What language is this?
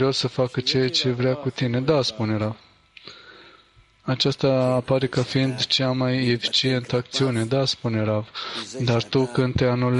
Romanian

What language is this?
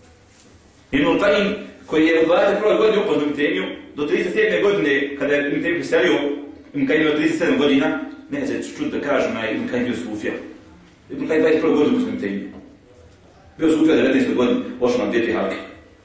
Bosnian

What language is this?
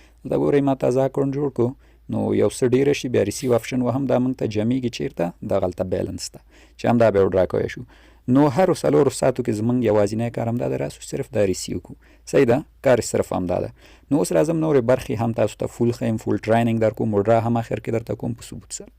Pashto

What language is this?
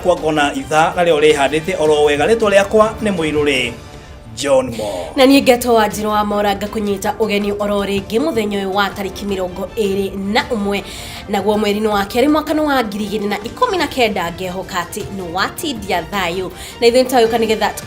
Kikuyu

